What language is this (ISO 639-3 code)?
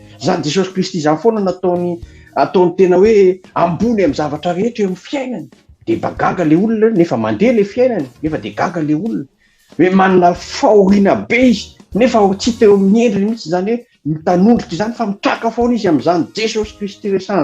mlg